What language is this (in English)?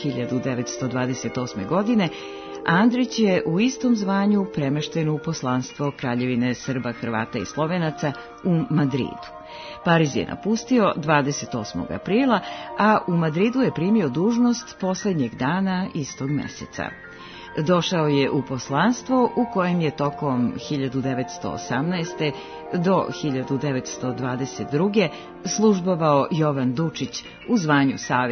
Serbian